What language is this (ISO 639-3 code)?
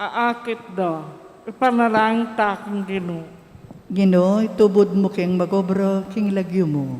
pam